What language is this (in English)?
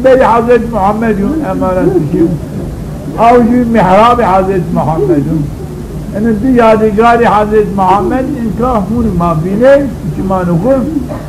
Zaza